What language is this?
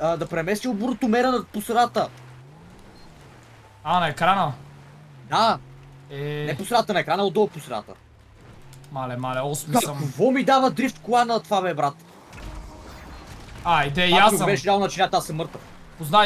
Bulgarian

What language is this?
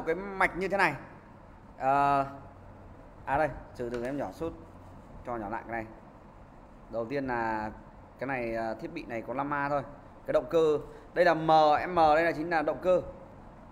Vietnamese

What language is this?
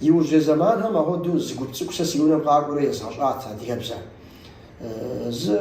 Kabardian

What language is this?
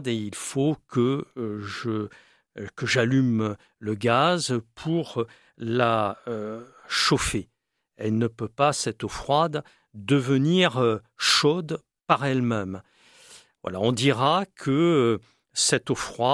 French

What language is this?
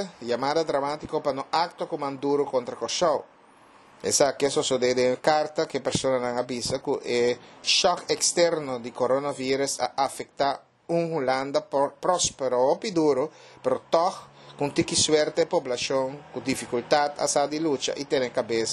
Papiamento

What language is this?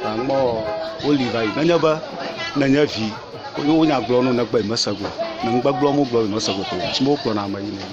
Ewe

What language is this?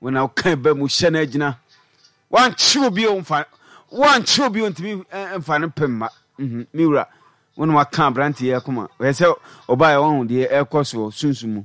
Akan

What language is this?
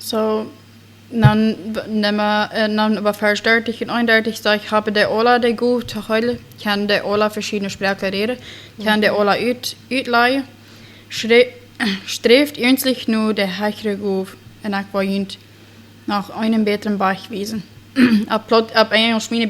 Plautdietsch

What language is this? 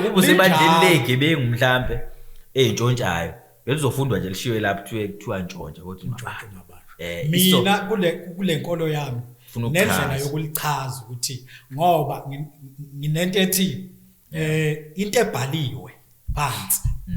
Zulu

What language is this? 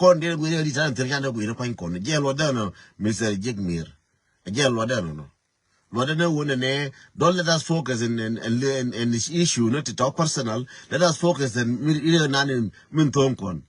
Nuer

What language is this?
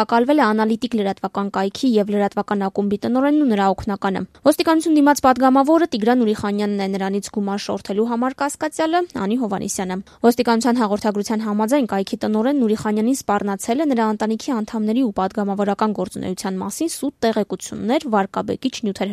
Armenian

